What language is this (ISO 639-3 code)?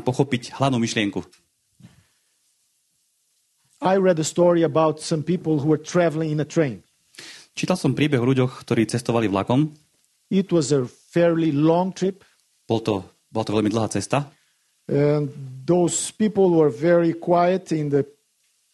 slk